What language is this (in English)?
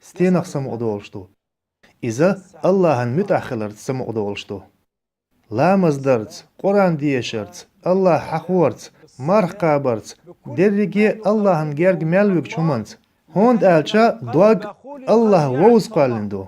Chechen